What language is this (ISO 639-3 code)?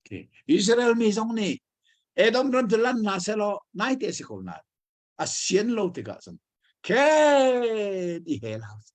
cnh